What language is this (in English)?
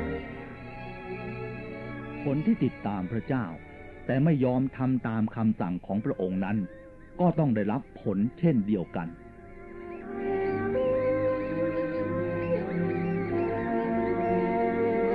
Thai